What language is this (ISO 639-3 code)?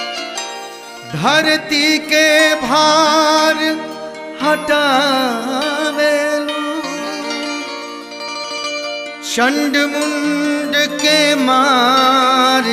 bho